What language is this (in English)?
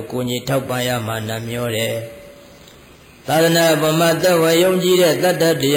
Burmese